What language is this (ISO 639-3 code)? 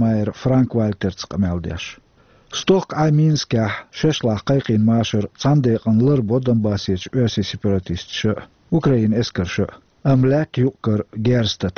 che